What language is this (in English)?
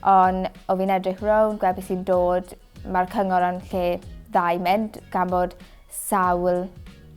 Welsh